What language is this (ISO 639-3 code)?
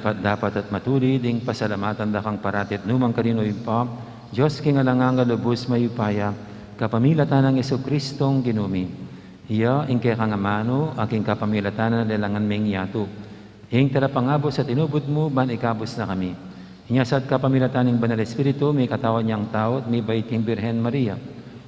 pam